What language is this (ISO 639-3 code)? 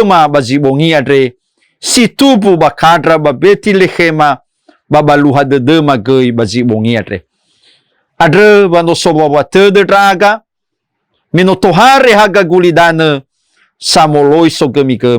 nia